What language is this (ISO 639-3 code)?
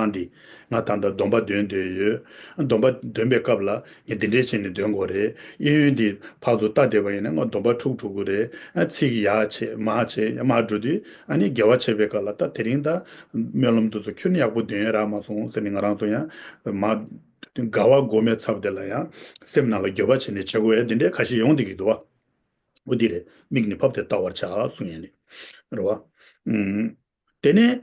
bod